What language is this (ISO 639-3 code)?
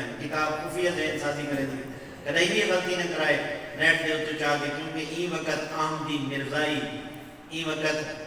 skr